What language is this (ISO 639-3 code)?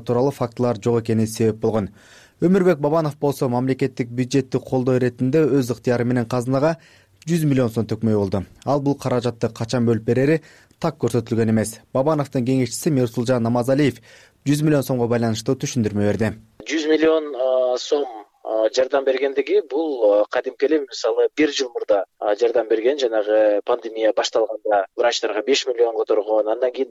kir